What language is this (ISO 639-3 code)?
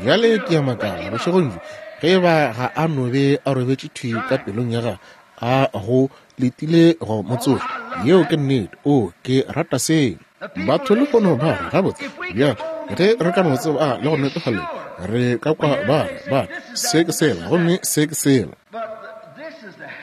nso